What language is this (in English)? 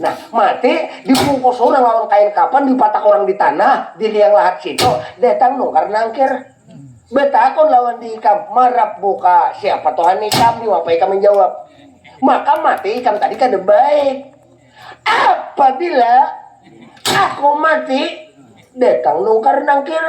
Banjar